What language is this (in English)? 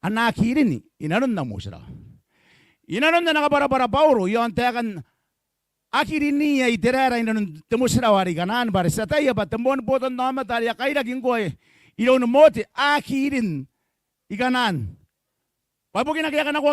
Gilbertese